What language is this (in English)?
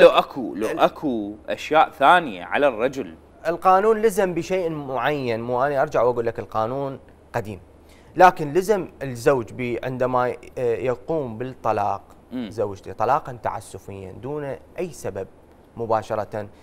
Mesopotamian Arabic